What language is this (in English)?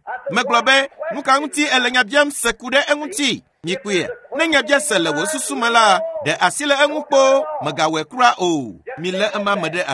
Ewe